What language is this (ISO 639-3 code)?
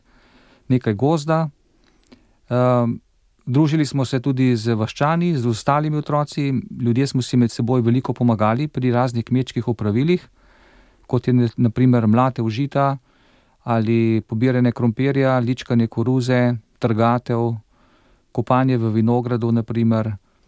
slv